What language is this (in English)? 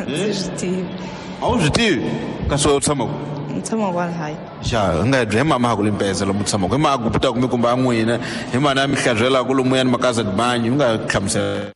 Tsonga